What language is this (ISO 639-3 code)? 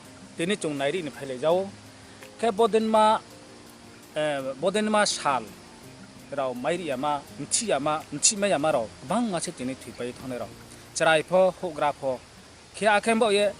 ria